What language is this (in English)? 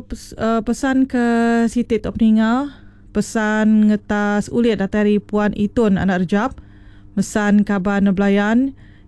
Iban